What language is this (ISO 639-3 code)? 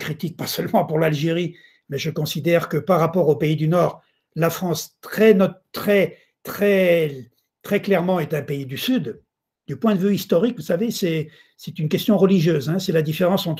fra